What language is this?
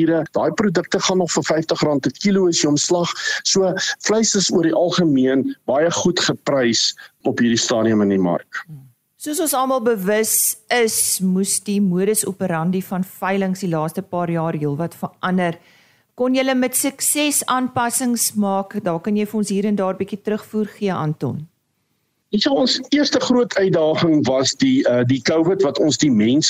Afrikaans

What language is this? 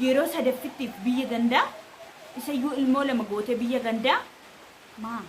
Oromo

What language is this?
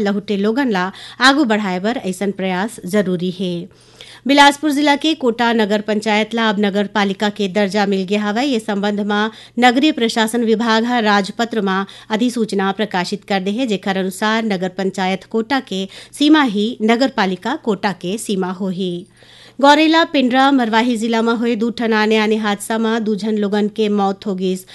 Chhattisgarhi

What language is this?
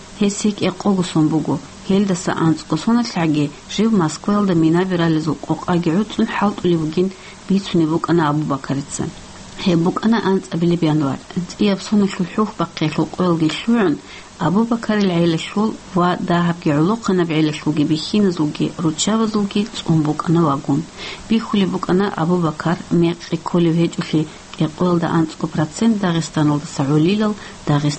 Avaric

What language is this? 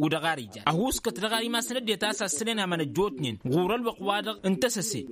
Tamasheq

